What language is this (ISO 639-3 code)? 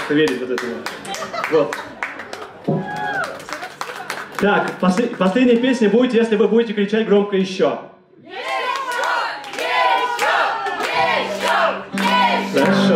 rus